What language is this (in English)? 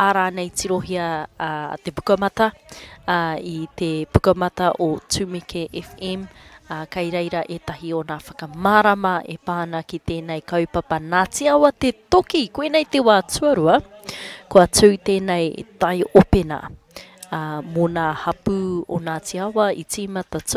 Māori